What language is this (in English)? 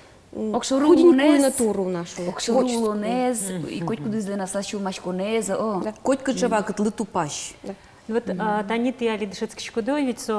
Udmurt